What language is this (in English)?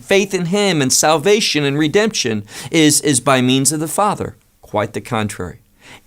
English